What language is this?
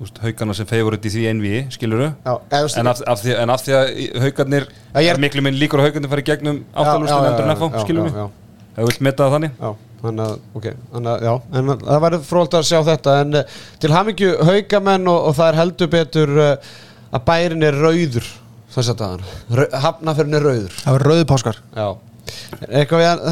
Icelandic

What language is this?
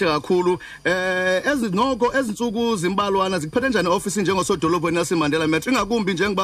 Xhosa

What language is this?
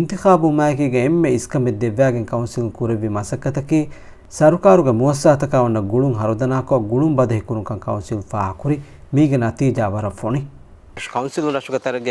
Divehi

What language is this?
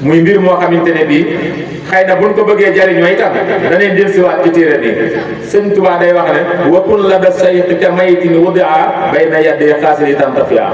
Wolof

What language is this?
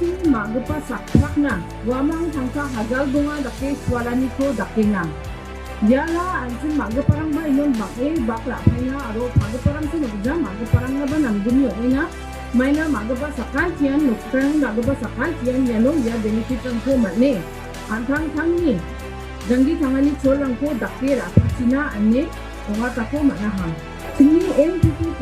Garo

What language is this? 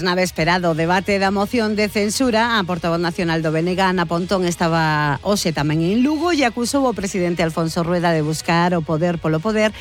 Galician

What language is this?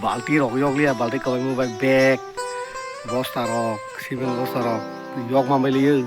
Kok Borok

